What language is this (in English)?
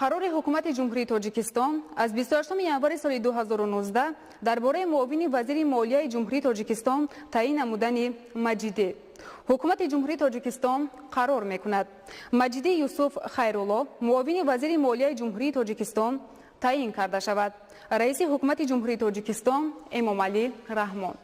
Tajik